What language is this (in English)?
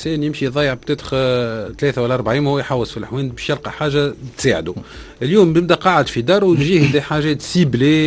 Tunisian Arabic